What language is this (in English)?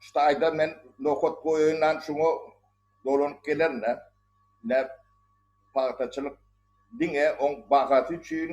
Turkmen